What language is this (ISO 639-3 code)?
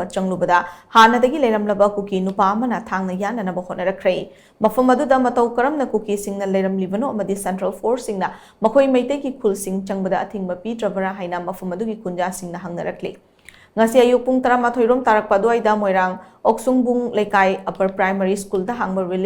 mni